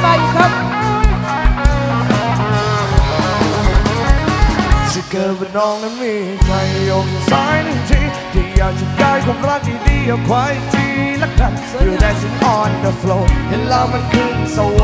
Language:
Thai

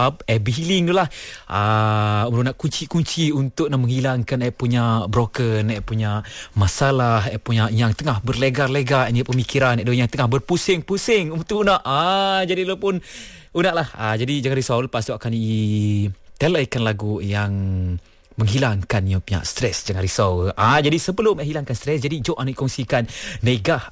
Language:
Malay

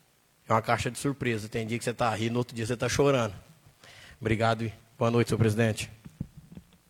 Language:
Portuguese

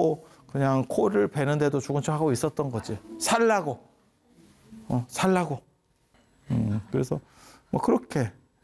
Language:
Korean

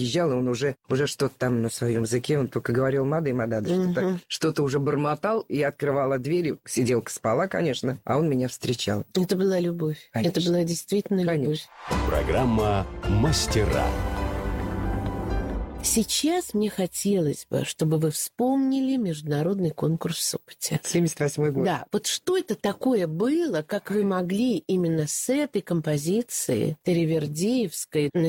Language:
Russian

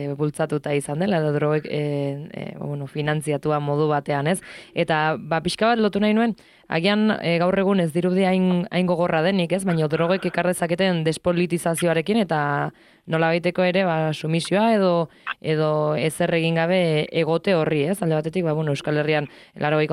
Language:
Basque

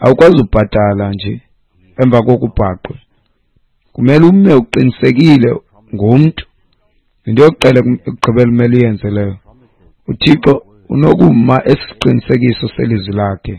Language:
Xhosa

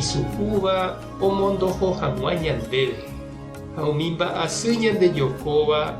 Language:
Guarani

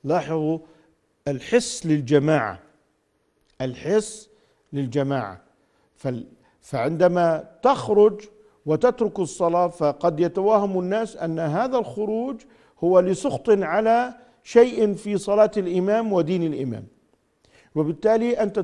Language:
Arabic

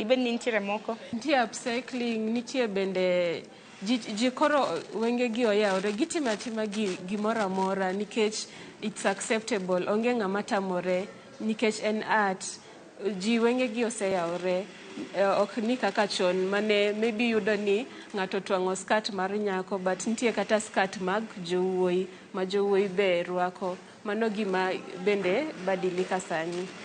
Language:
Luo (Kenya and Tanzania)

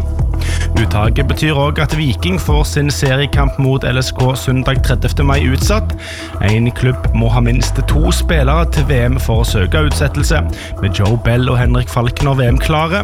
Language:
Norwegian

